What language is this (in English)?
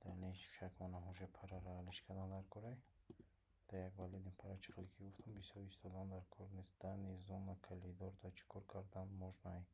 Tajik